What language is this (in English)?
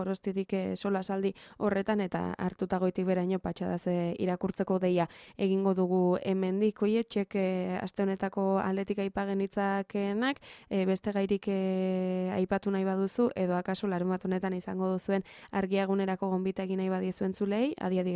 Basque